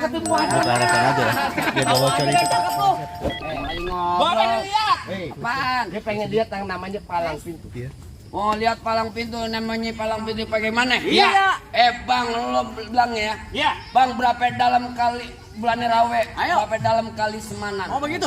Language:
Betawi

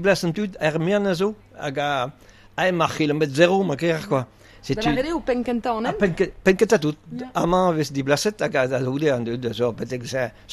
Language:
Breton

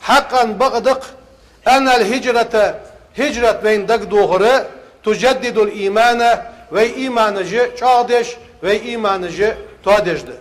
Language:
Ingush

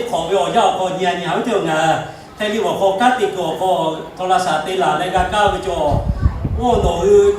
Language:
Lahu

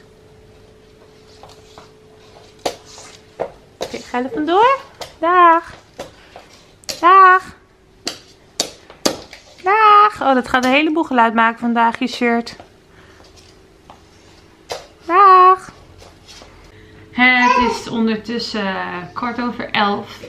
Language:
Dutch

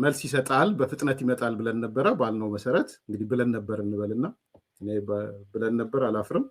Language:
Amharic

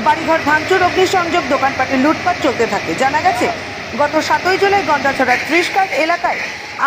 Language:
Bangla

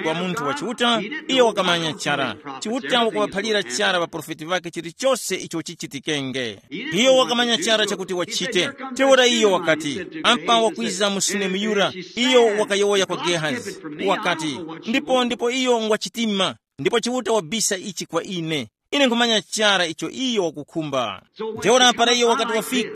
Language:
Tumbuka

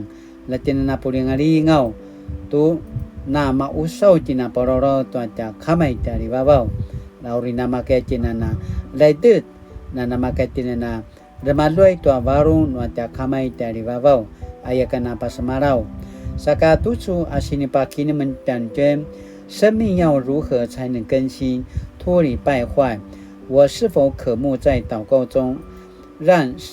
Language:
Paiwan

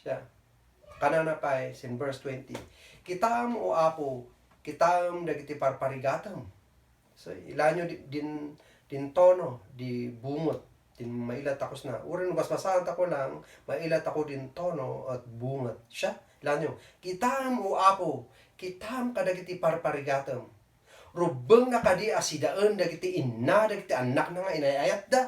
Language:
Kankanaey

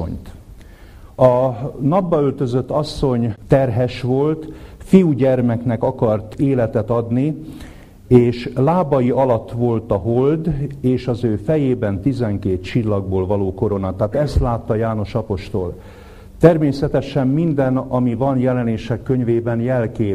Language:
Hungarian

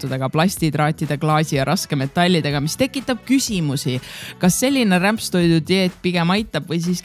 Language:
Estonian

